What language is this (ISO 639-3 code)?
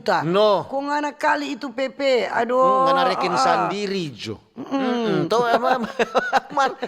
xmm